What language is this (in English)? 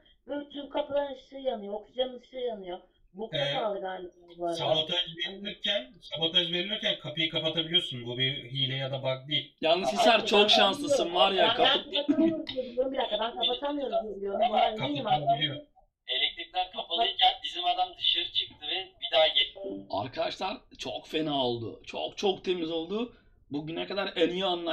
Turkish